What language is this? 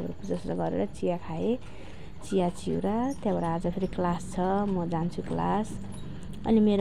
Nepali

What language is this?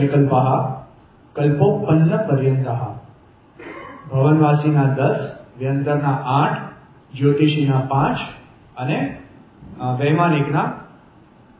Gujarati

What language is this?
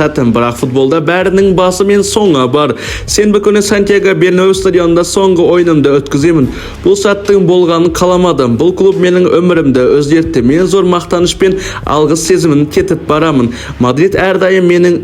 Kazakh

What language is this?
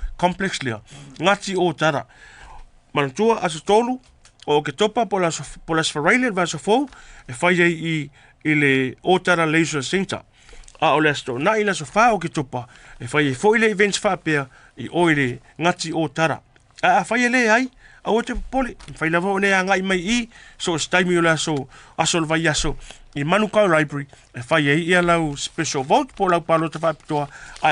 Samoan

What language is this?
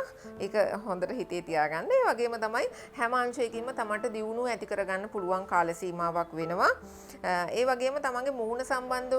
Sinhala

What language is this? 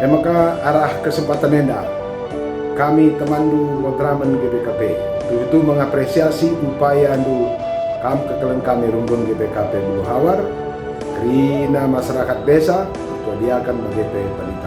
Batak Karo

